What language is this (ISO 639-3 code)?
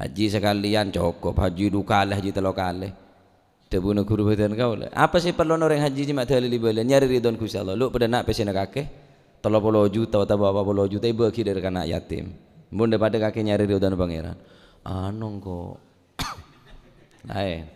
mad